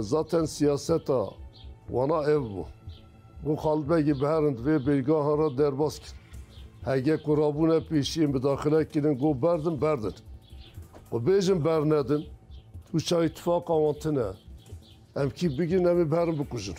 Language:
Kurdish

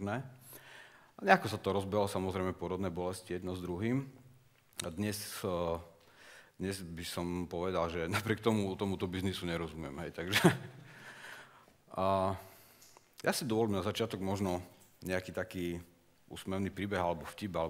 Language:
Slovak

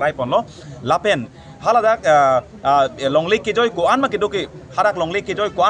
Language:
Karbi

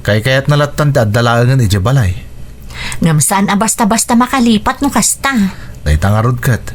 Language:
Iloko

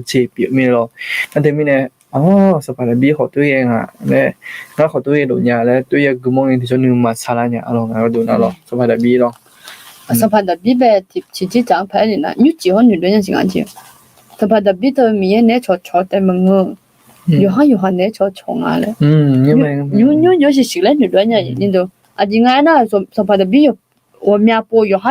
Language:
Akha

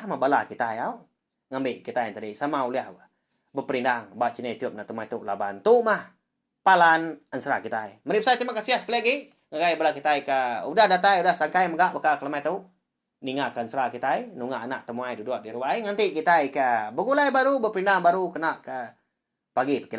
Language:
Iban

